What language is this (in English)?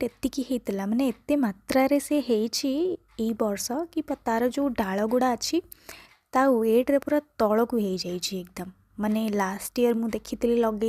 Odia